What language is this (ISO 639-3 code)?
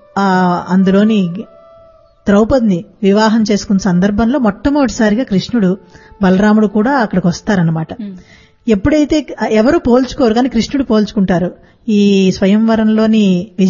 tel